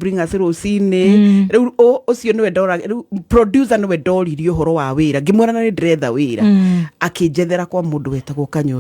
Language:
Kikuyu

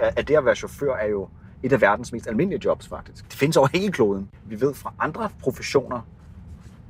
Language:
Danish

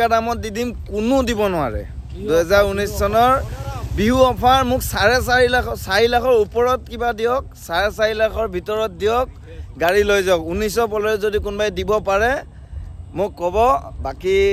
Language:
Assamese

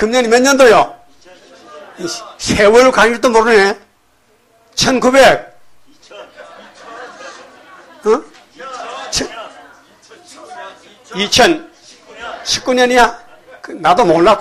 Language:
Korean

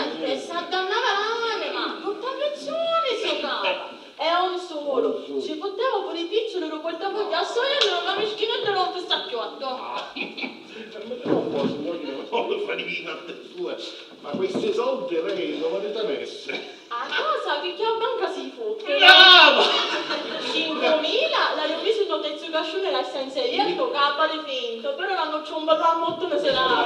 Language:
Sicilian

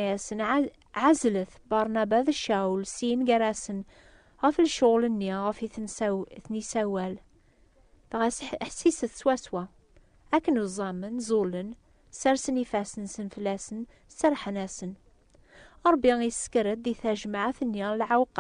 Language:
Kabyle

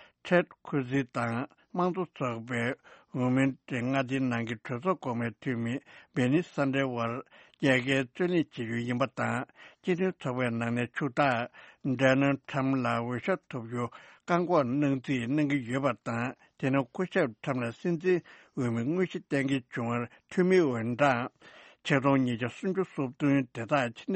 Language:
Tibetan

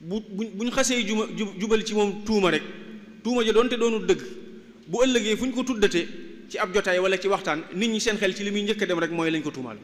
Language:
Wolof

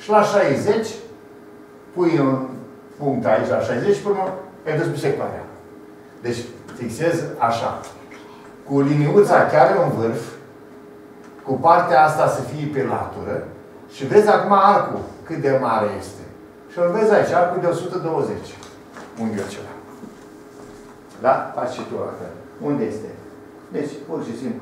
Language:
Romanian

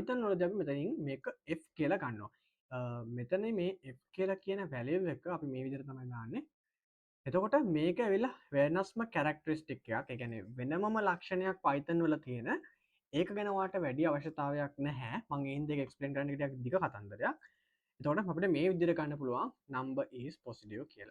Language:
Sinhala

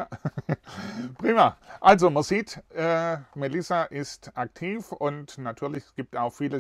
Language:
German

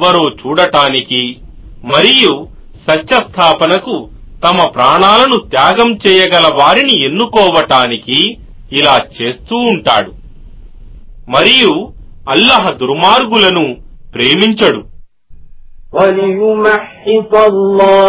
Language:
Telugu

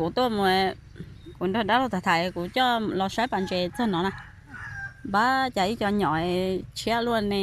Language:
Hmong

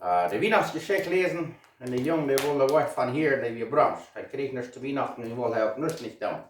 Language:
Plautdietsch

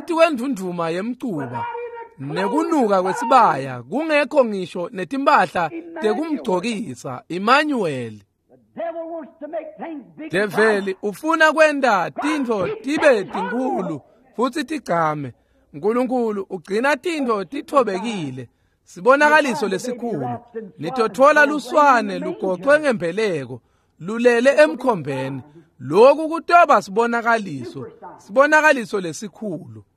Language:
Swati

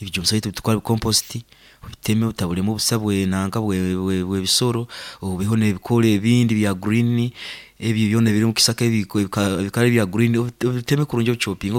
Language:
Nyankole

